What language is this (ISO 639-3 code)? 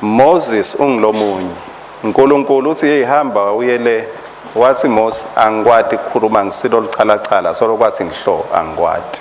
ssw